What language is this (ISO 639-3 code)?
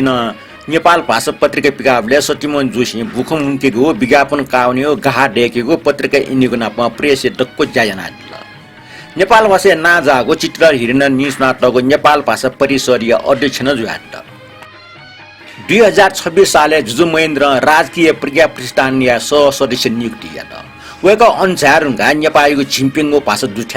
new